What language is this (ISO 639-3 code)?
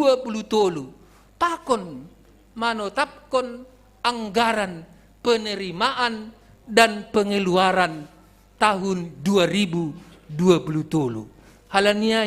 bts